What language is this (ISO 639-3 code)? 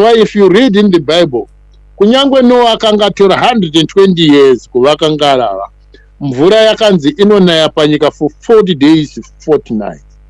sna